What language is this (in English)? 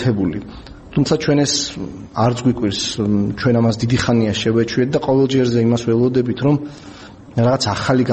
Georgian